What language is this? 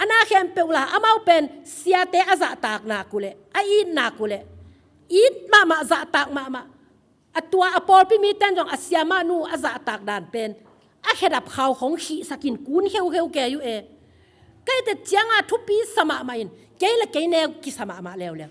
Tedim Chin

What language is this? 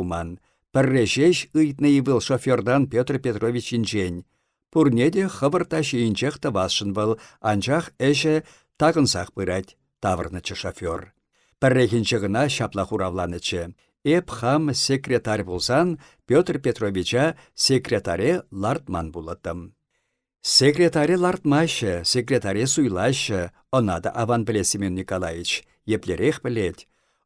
Chuvash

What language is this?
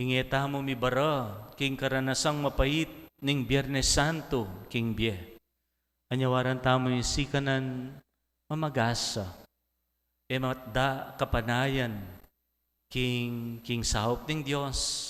Pampanga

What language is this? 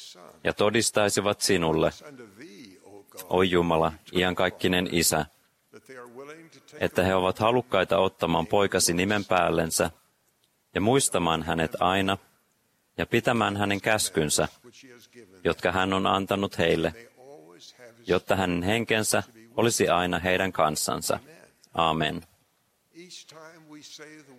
Finnish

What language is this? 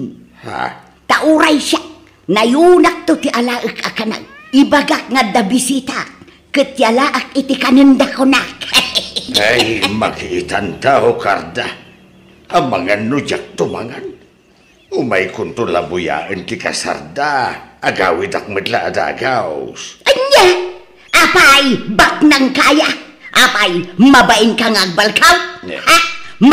Iloko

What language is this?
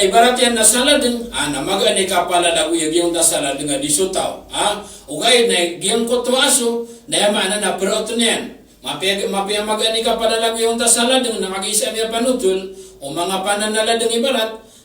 Maranao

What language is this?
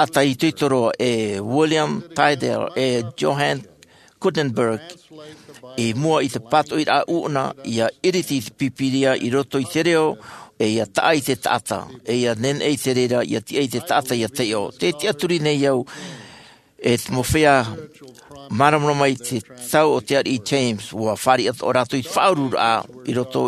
Tahitian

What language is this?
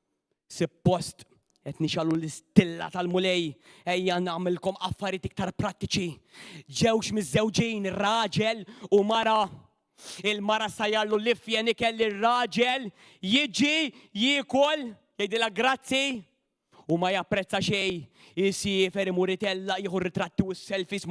Maltese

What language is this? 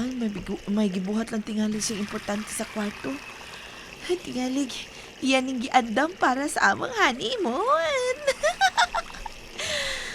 Cebuano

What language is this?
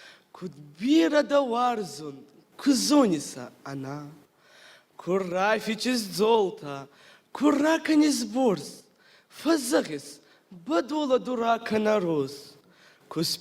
Ossetic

